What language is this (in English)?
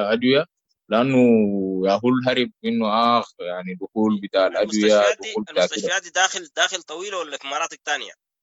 Sudanese Arabic